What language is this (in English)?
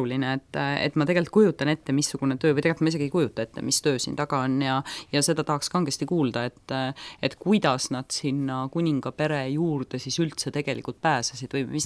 Estonian